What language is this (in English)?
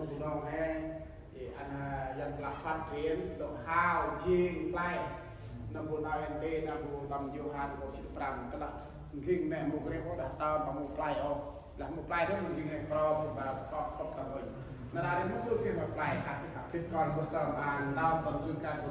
Central Mnong